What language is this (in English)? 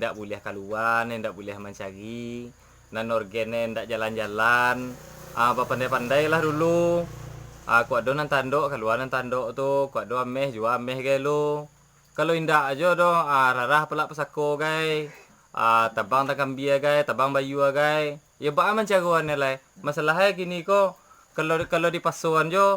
Minangkabau